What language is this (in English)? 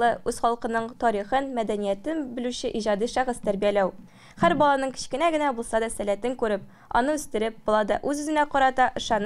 Tatar